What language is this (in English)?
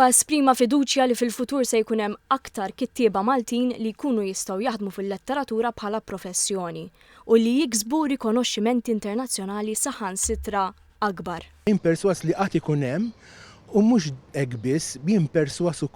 Maltese